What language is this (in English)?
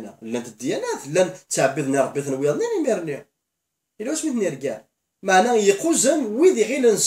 Kabyle